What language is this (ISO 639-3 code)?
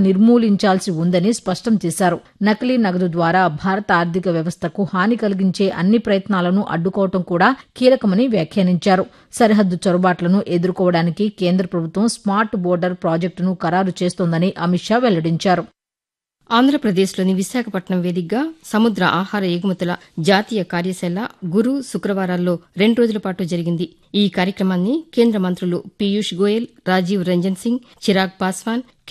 tel